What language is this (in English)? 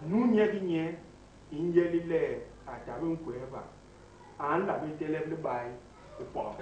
Basaa